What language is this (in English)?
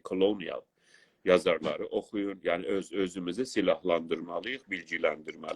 South Azerbaijani